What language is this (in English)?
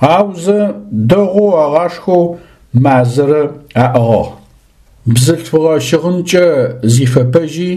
Adyghe